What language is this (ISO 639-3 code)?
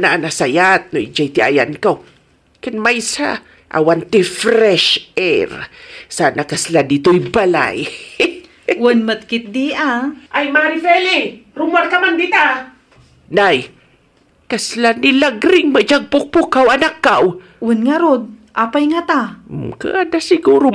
ilo